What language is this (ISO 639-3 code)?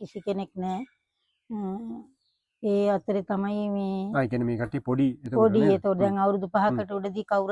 sin